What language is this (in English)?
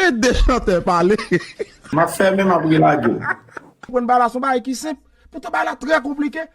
Haitian Creole